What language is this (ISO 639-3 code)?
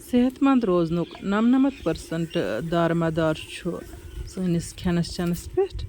kas